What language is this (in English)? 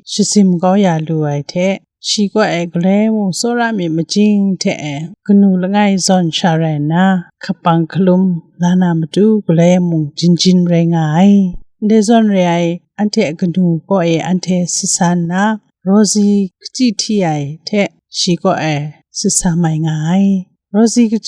Kachin